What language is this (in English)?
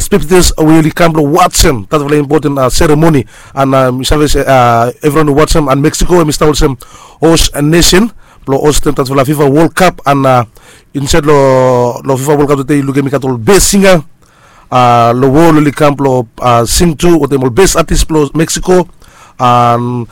Bislama